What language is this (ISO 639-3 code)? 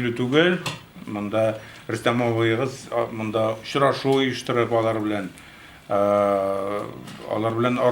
tat